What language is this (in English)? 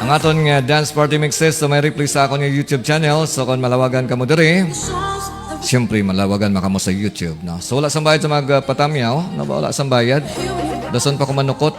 Hiligaynon